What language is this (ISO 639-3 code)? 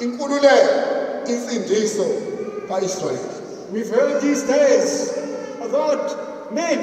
zul